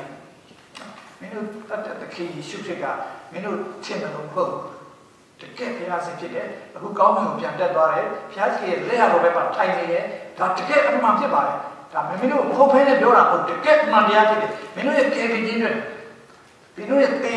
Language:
Burmese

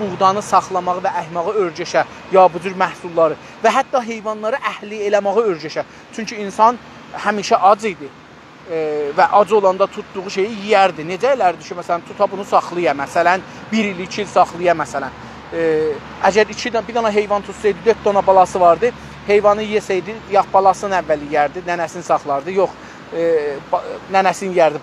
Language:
South Azerbaijani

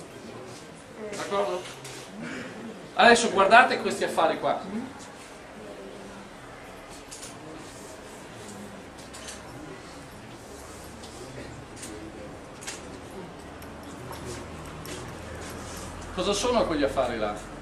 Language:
Italian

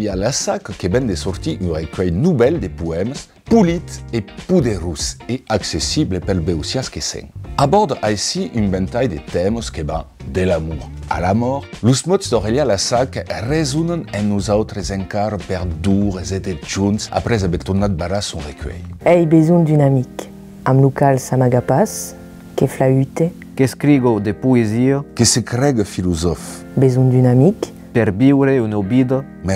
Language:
Occitan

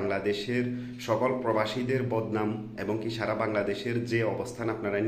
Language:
Bangla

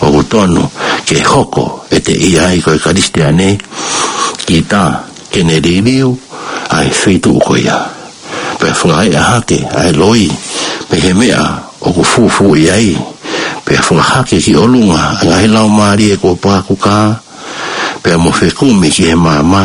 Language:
Tongan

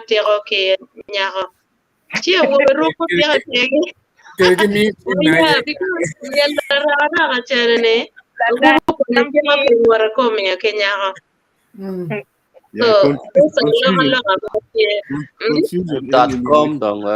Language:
Acoli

